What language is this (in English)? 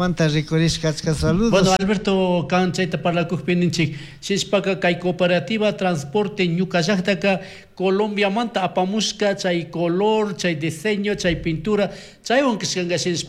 Chimborazo Highland Quichua